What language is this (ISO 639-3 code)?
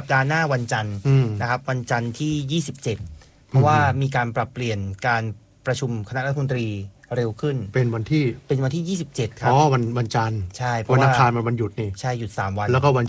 tha